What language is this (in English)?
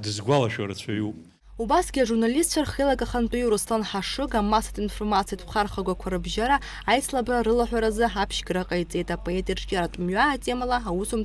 Abkhazian